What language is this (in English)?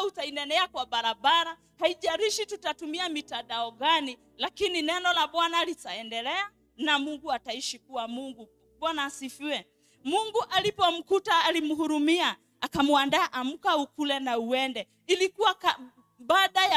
Swahili